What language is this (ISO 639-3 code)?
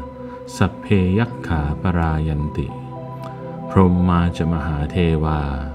pli